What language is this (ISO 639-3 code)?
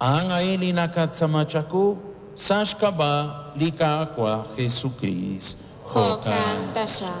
kek